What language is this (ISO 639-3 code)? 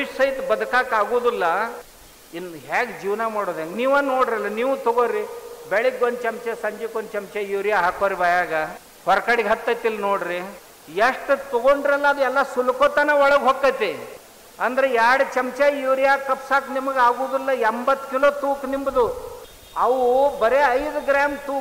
kan